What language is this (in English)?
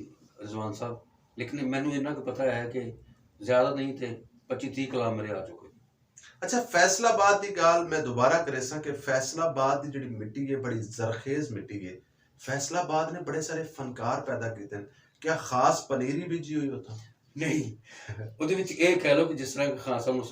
Western Panjabi